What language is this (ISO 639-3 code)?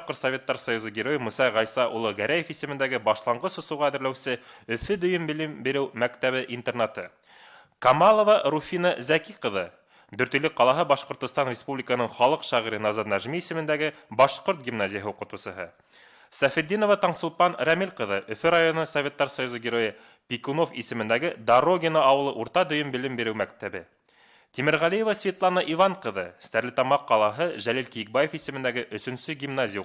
bak